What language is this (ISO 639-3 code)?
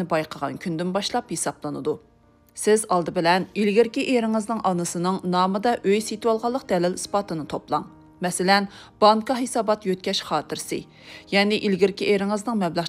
uig